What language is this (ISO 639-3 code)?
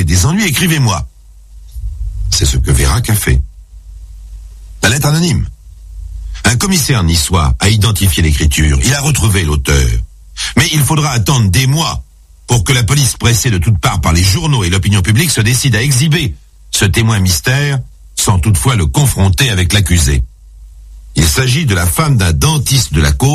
fra